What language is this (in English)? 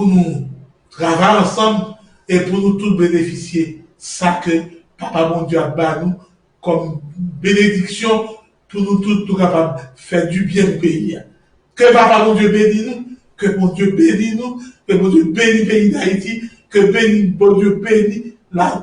Haitian Creole